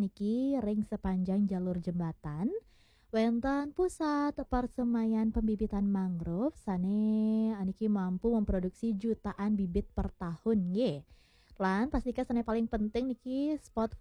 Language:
Balinese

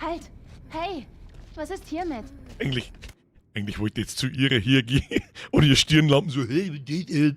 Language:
Bavarian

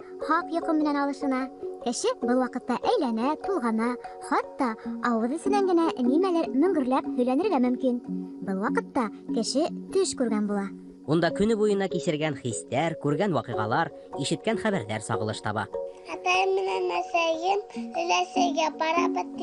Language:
Bashkir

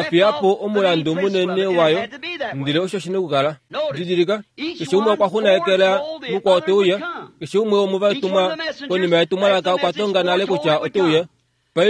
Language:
Kuanyama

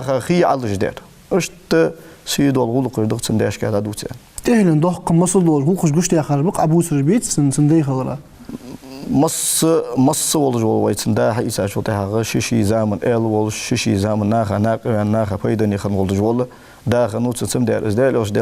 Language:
Ingush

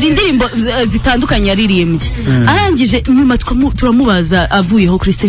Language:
Kinyarwanda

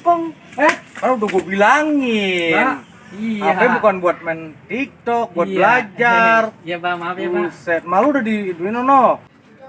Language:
Betawi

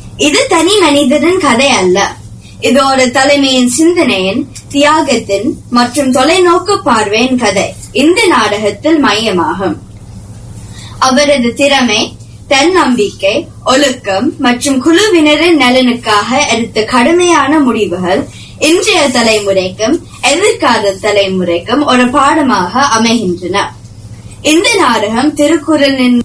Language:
Tamil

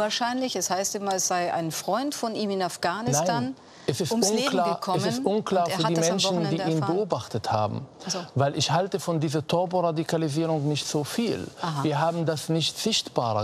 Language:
German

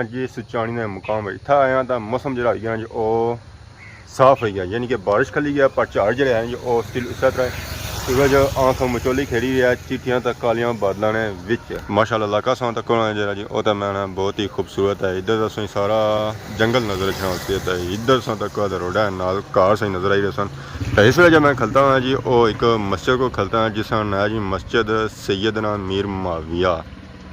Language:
Pahari-Potwari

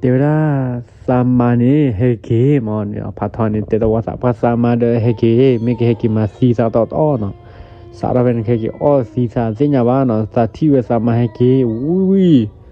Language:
S'gaw Karen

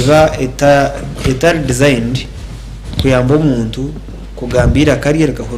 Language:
Nyankole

